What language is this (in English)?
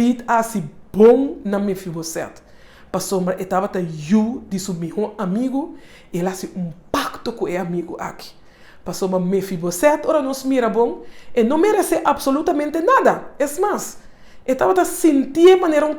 Papiamento